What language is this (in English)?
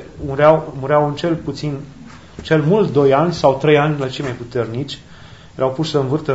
Romanian